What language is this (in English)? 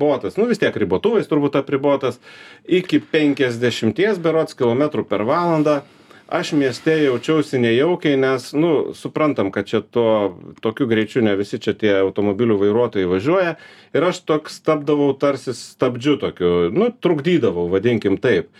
Lithuanian